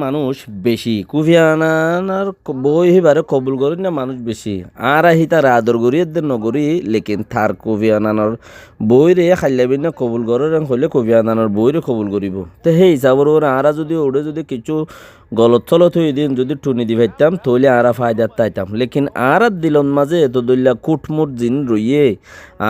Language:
Rohingya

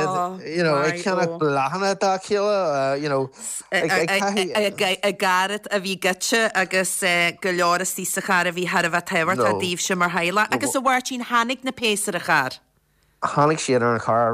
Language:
Irish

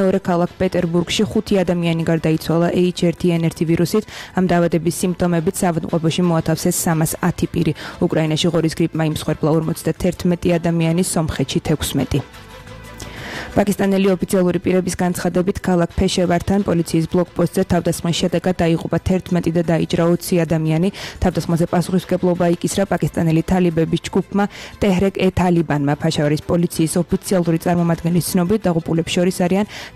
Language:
Georgian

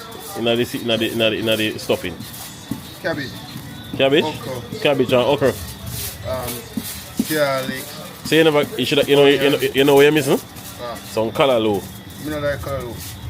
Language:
Jamaican Creole English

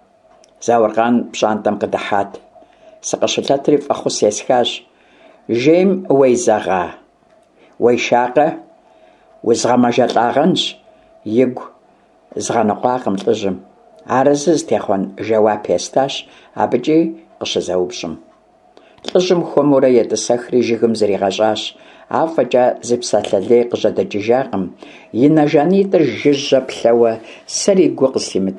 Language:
Kabardian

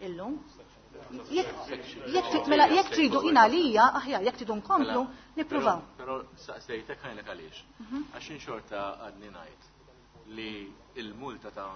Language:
Maltese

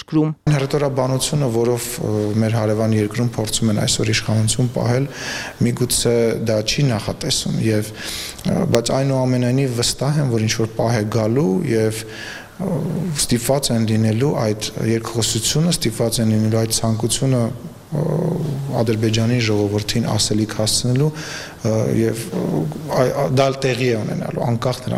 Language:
Armenian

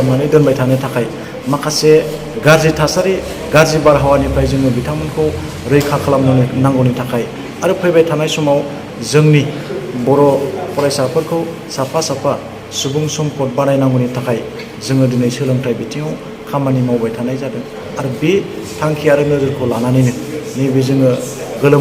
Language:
Bodo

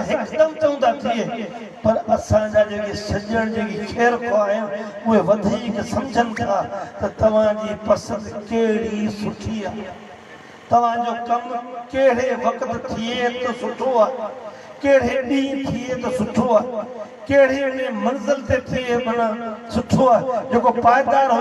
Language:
Sindhi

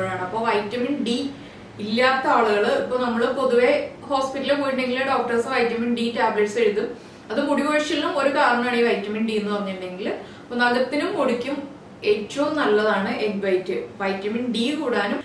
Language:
Malayalam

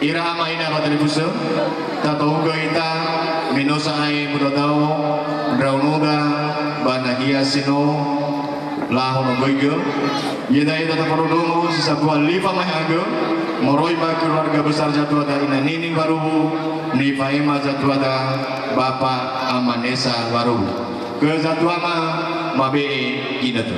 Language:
Nias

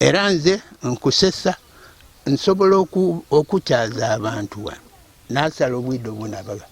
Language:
Ganda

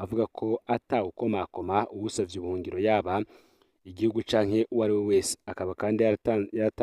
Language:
Rundi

